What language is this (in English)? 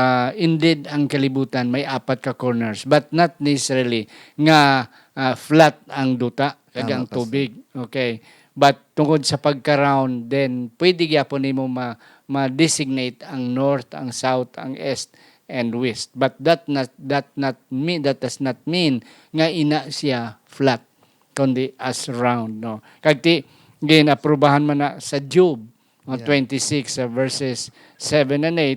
Hiligaynon